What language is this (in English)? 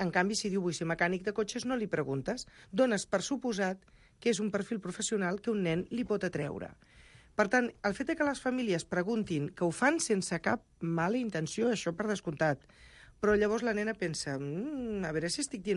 Catalan